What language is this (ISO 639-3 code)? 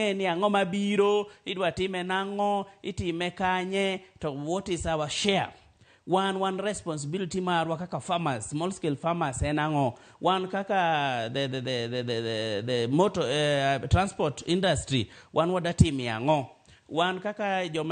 luo